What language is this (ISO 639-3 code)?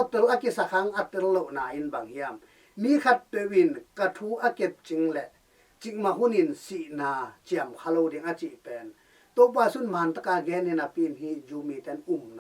ctd